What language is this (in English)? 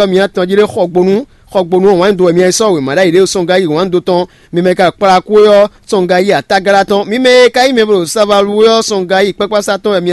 Fon